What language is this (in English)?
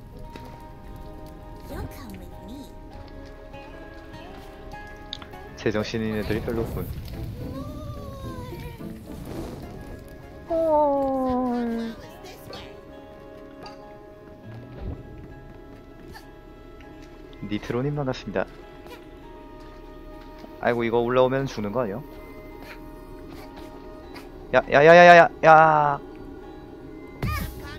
Korean